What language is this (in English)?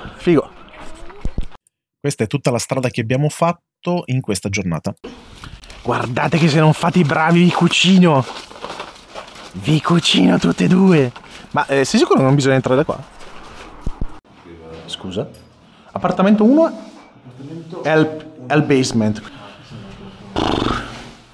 Italian